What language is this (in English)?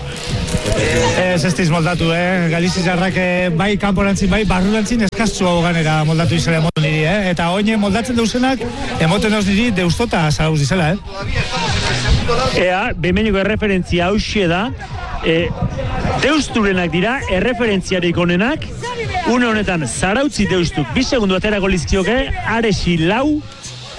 Basque